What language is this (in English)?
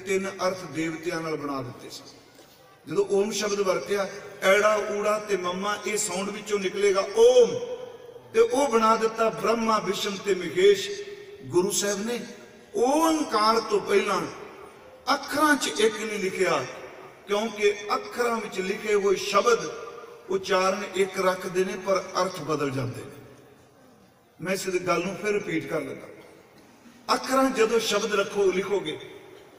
Punjabi